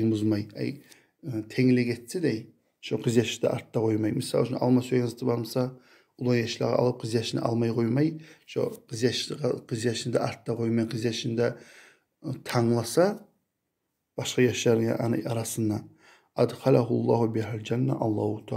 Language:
Kumyk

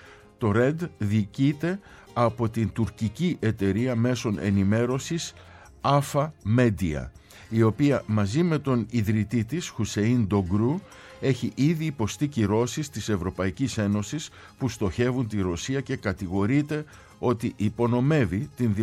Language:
Greek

